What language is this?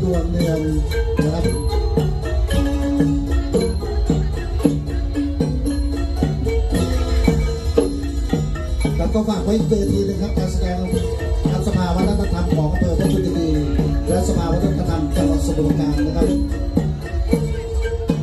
Thai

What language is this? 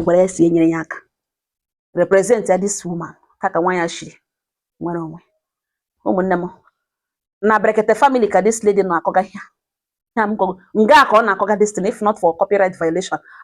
Igbo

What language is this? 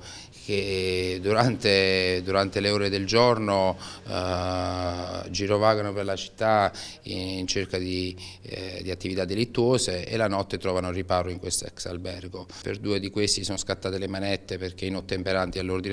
Italian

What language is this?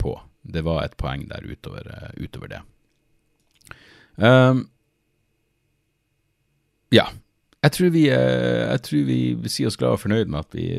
Norwegian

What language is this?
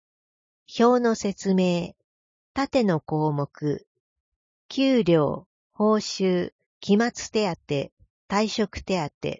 Japanese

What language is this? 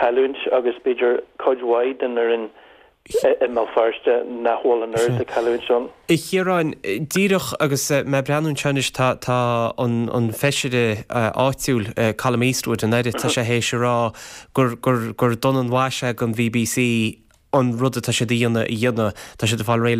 Irish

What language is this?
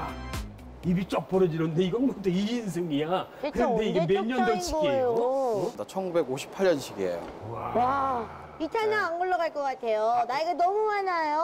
Korean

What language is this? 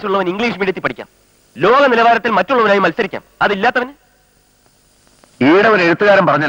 Malayalam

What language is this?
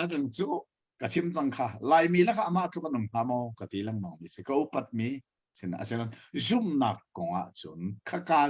Hakha Chin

